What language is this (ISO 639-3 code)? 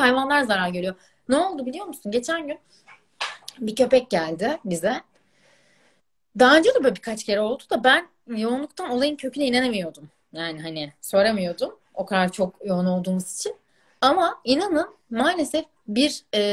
tur